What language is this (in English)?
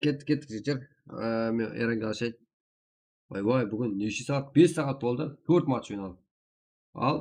Kara-Kalpak